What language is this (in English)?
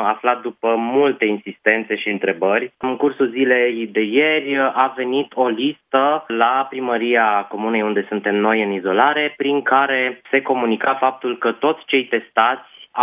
Romanian